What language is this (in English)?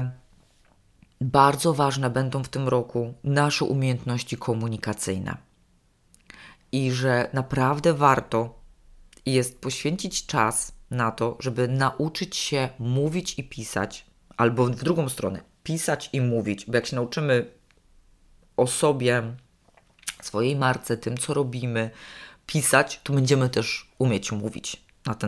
Polish